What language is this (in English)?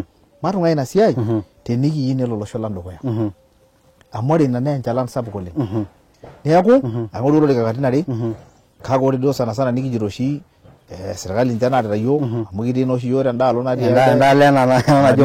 Masai